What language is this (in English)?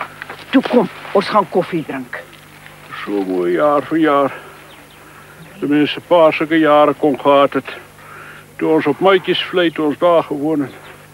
Afrikaans